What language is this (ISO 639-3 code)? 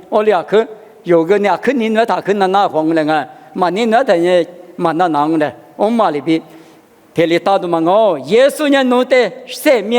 lis